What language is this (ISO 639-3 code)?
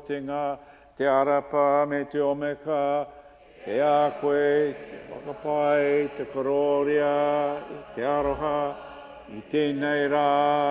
mri